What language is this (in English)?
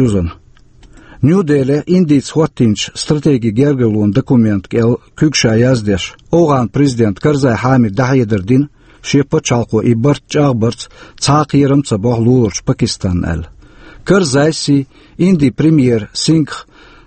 Chechen